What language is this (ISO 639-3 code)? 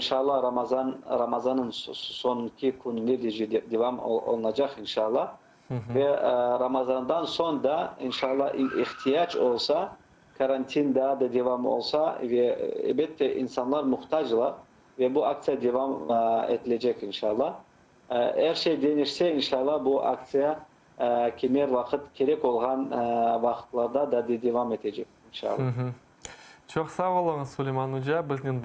crh